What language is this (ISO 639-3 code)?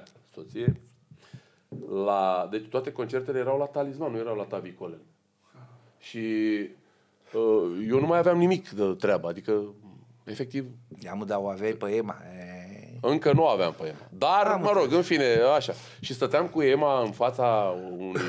ron